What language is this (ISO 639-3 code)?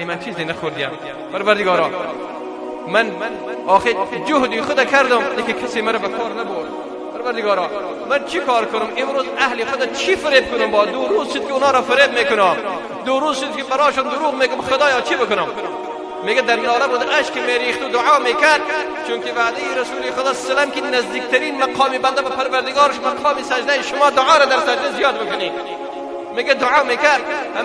fas